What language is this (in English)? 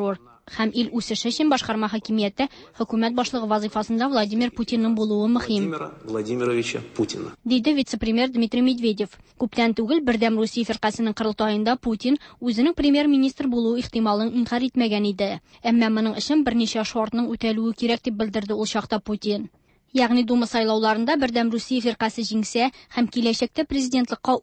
Tatar